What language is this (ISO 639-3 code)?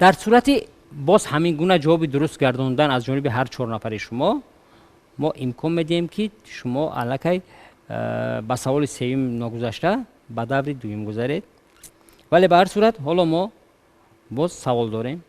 tgk